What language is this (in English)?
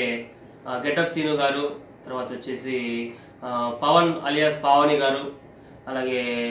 Telugu